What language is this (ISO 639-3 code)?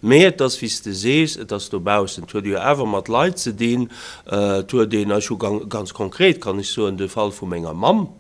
ltz